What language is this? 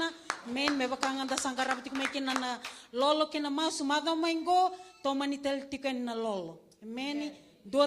Fijian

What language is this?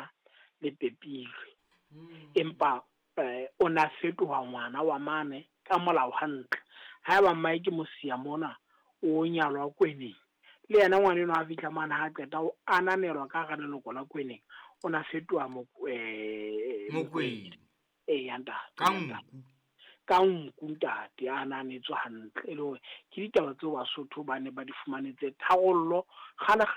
Southern Sotho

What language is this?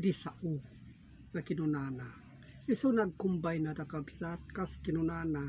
Iloko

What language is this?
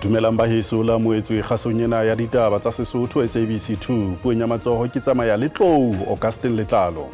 Southern Sotho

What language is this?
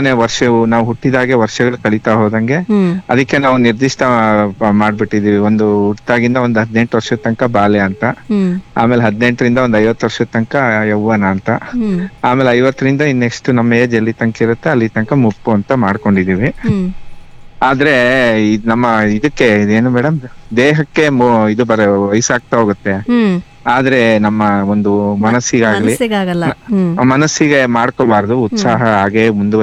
Kannada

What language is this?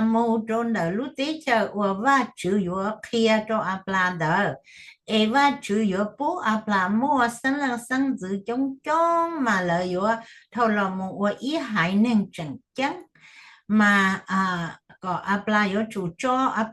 Hmong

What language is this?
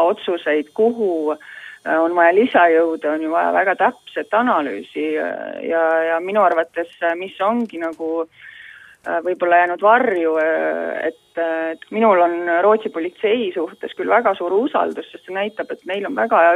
Estonian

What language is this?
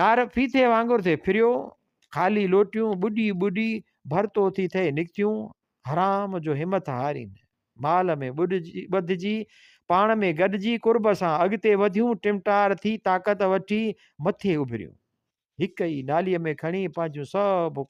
Sindhi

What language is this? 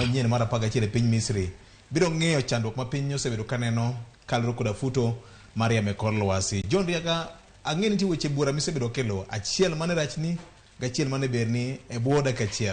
Luo (Kenya and Tanzania)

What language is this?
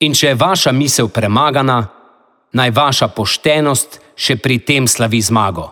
Slovenian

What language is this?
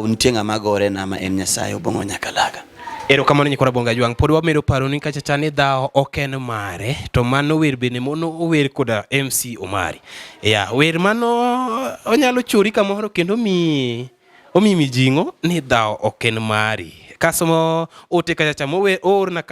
Luo (Kenya and Tanzania)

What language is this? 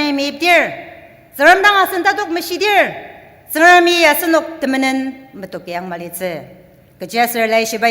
Ao Naga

